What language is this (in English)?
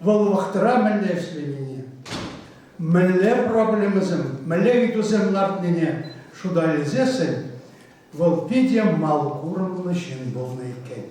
Chuvash